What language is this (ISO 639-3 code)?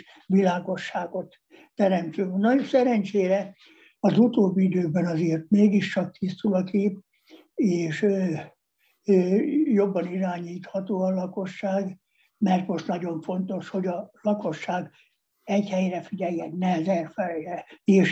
hun